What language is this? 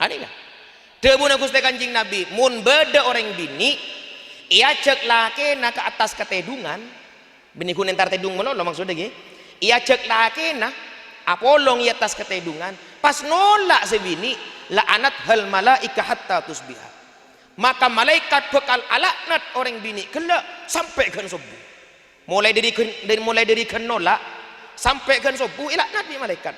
Madurese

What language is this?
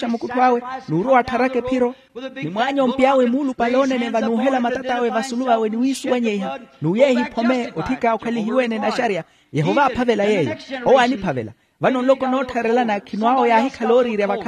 Makhuwa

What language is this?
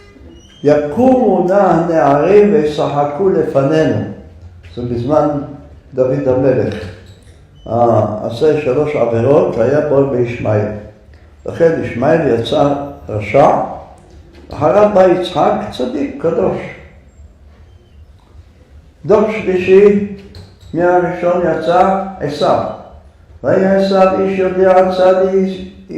Hebrew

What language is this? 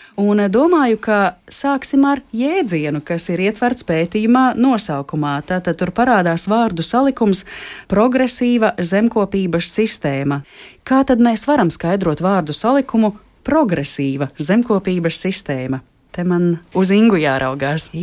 Latvian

